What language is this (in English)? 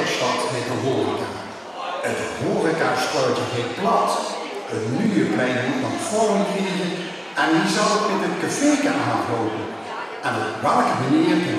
Limburgish